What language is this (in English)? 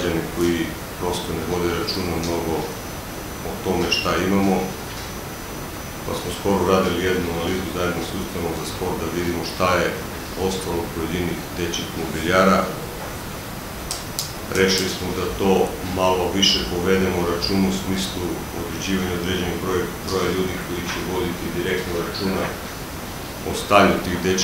Serbian